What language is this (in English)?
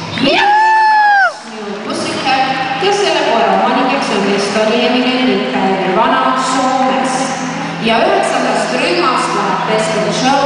Estonian